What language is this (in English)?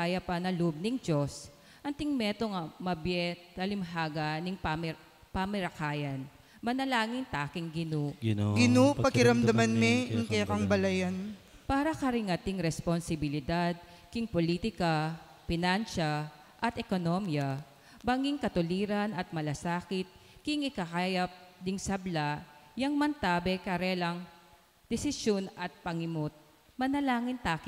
Pampanga